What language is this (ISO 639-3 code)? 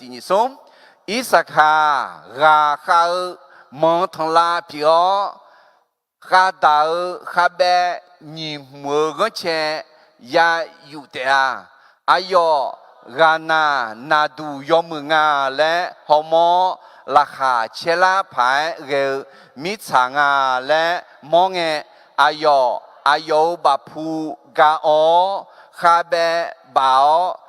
ahk